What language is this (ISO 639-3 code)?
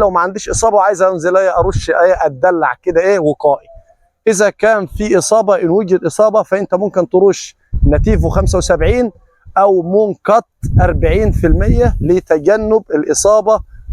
arz